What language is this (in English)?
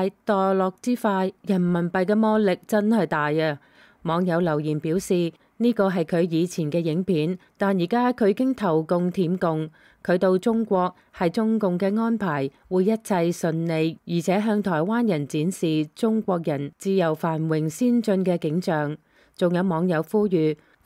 Cantonese